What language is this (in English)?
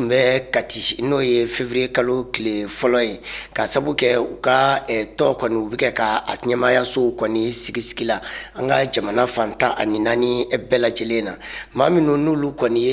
Bambara